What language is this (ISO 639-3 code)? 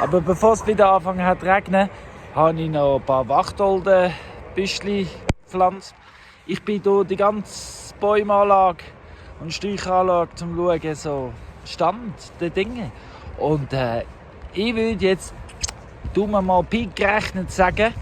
gsw